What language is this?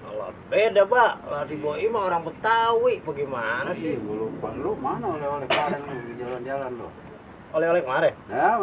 Betawi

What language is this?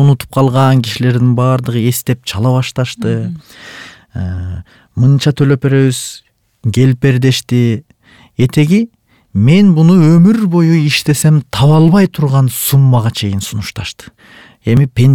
Kyrgyz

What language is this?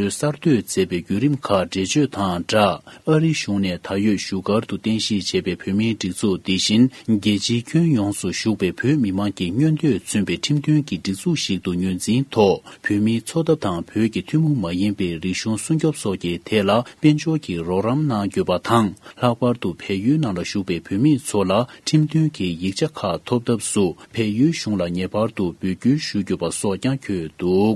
Tibetan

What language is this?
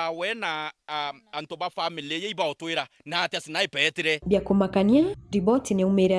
Meru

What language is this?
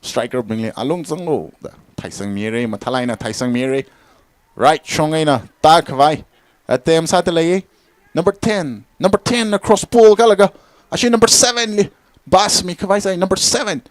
Tangkhul Naga (India)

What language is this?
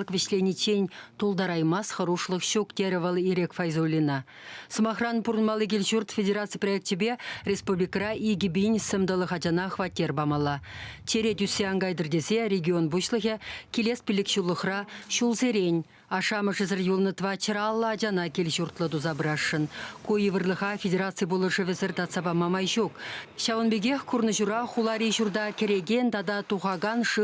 Chuvash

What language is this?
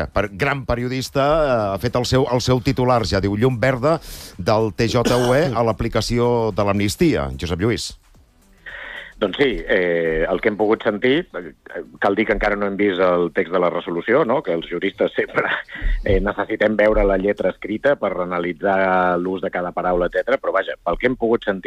Catalan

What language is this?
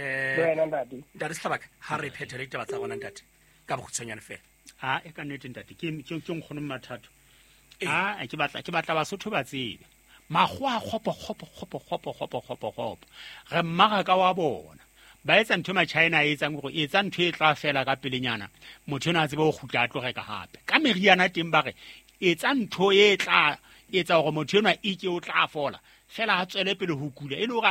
Southern Sotho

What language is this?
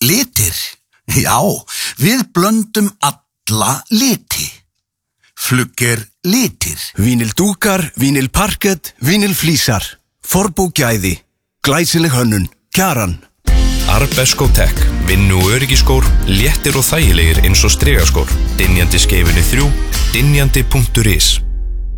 Icelandic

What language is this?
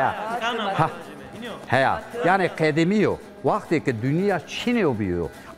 Zaza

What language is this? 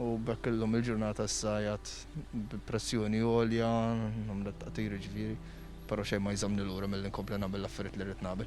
Maltese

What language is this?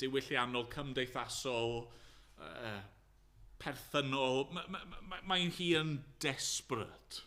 Welsh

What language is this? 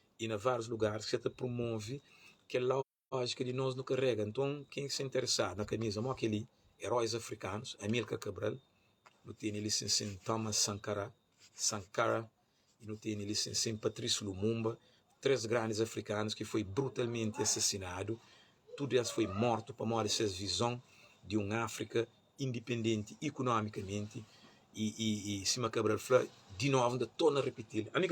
Kabuverdianu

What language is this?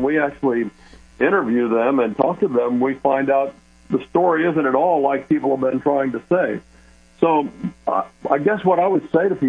English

